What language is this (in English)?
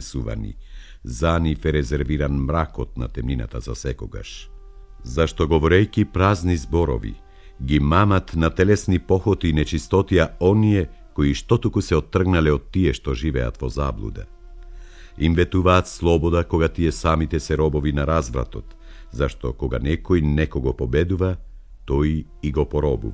Macedonian